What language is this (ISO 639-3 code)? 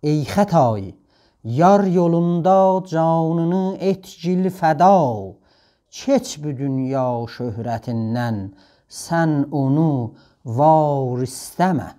azb